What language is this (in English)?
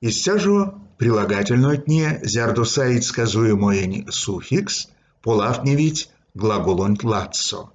Erzya